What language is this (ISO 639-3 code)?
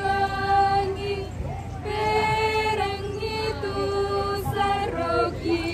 sda